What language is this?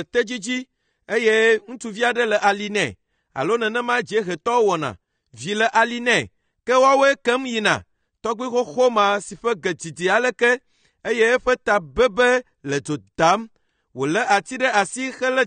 Ewe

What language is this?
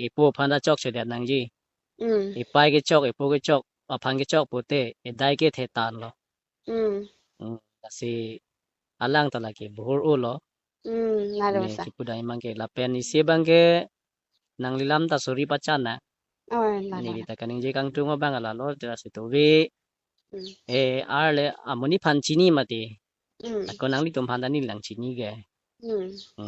Karbi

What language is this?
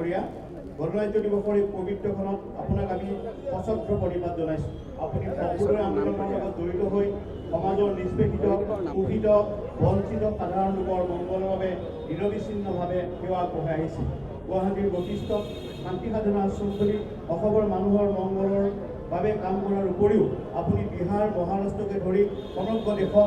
Assamese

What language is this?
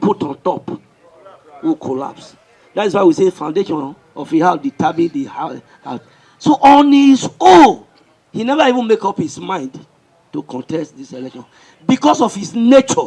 Nigerian Pidgin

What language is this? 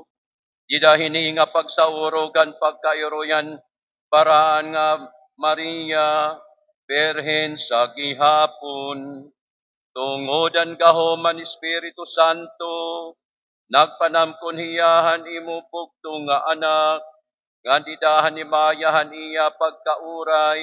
Waray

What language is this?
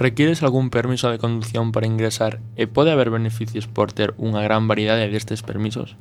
Galician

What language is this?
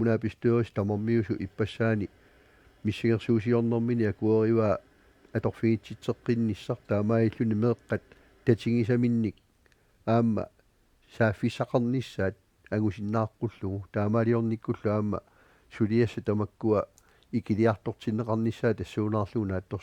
Kalaallisut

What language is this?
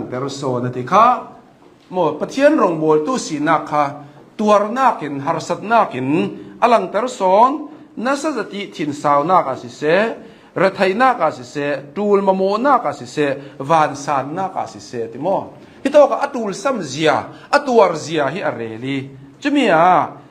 Hakha Chin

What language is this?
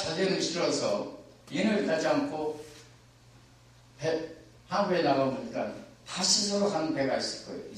Korean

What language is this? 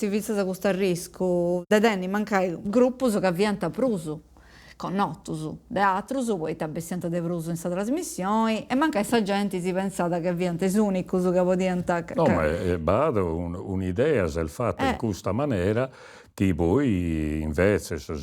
Sardinian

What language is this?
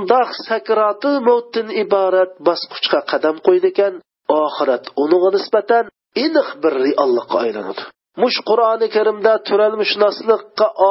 Uyghur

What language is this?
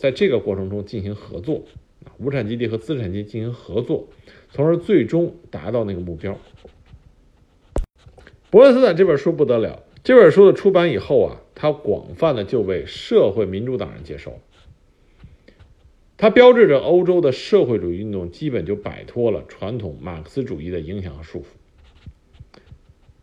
Chinese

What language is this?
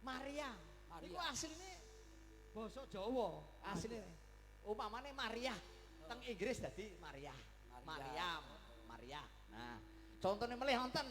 Javanese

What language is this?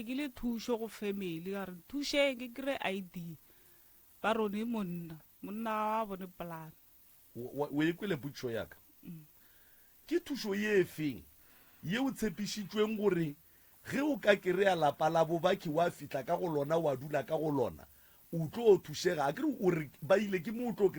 Northern Sotho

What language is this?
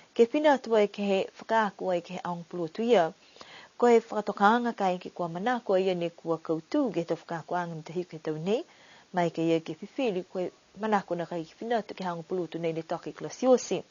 Niuean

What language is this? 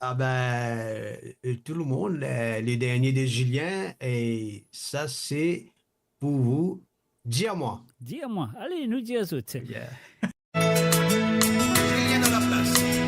Morisyen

